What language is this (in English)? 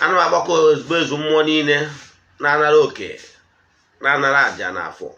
Igbo